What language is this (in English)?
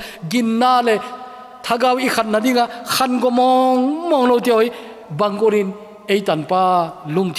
Thado Chin